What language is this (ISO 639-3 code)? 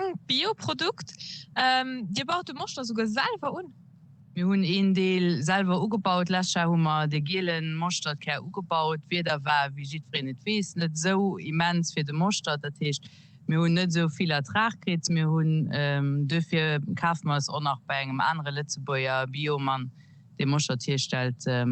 ltz